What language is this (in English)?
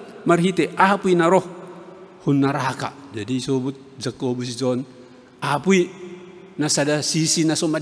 Batak Simalungun